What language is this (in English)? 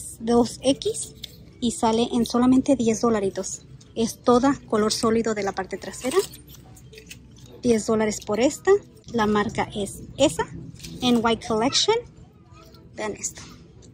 Spanish